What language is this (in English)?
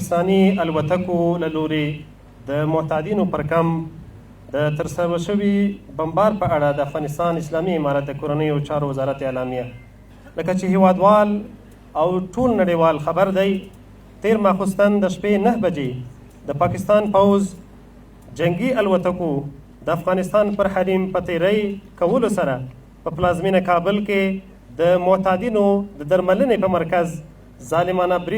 Pashto